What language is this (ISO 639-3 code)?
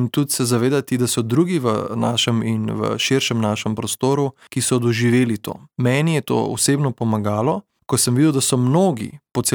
slv